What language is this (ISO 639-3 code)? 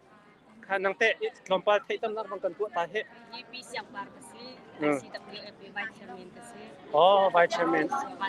cnh